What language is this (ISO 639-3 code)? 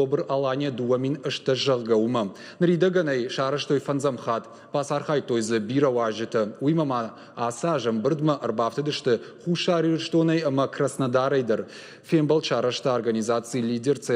oss